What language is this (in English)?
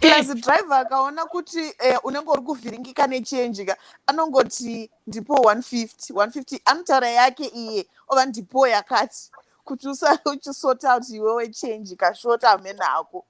Shona